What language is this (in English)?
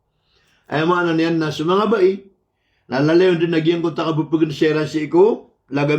Maranao